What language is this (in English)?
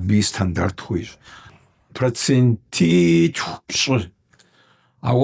Kabardian